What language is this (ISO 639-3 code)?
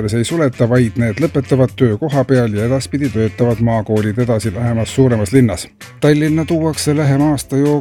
est